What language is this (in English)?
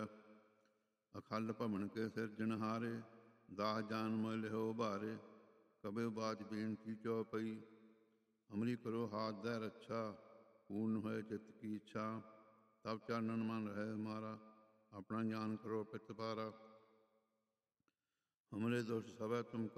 Punjabi